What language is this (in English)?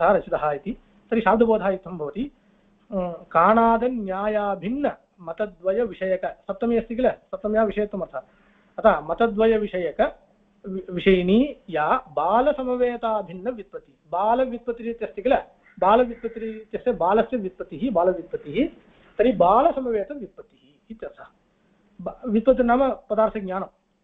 Sanskrit